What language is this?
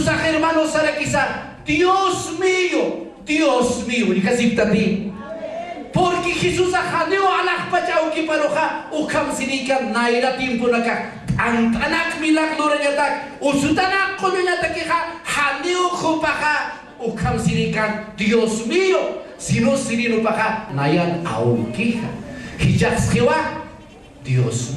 Aymara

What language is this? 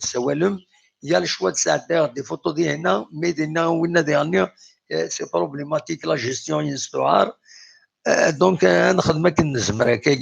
Kabyle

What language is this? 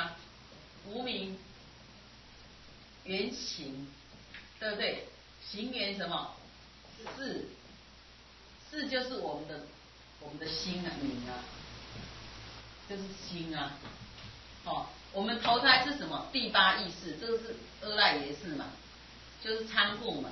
Chinese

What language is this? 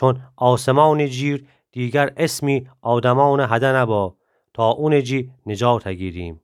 Gilaki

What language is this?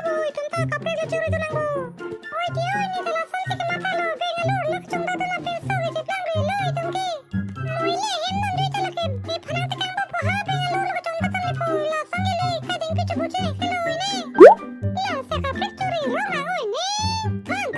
Karbi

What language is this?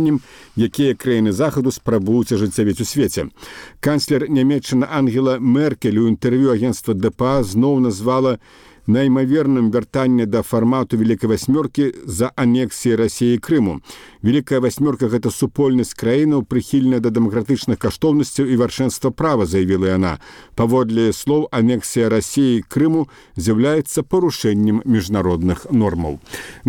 Belarusian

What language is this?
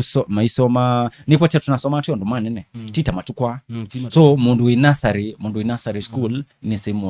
Kamba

